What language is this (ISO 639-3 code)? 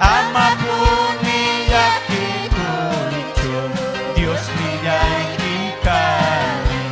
quy